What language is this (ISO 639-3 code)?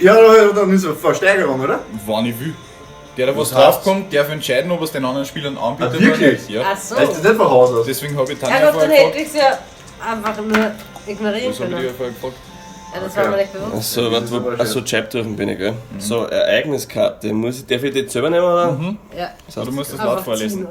bar